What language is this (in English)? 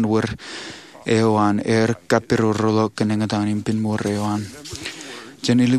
Marshallese